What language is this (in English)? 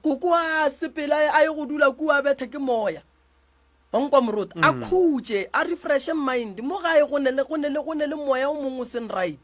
Northern Sotho